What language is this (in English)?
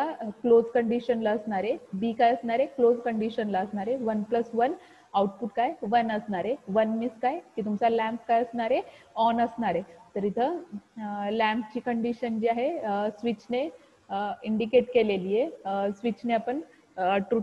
Marathi